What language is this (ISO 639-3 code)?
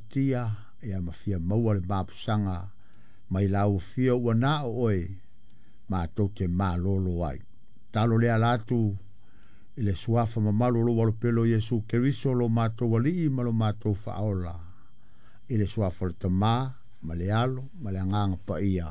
smo